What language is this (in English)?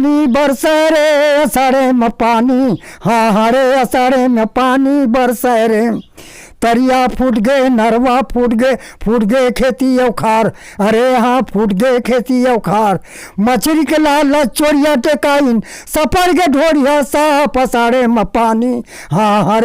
Chhattisgarhi